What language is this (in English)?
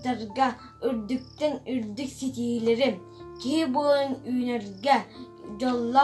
Yakut